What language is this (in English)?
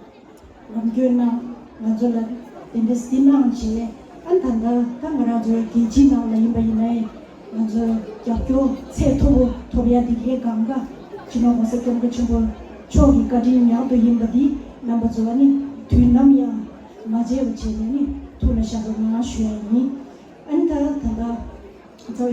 Tibetan